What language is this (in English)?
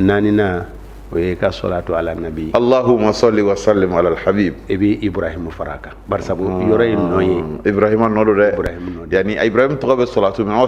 Bambara